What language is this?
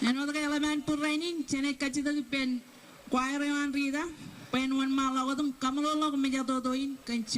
Marshallese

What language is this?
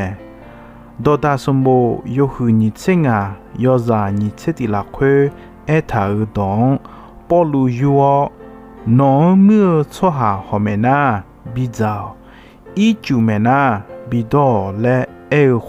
Akha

